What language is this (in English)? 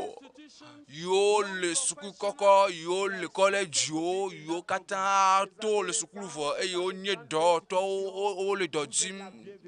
Ewe